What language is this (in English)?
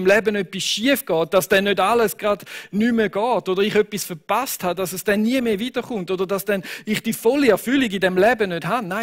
Swiss German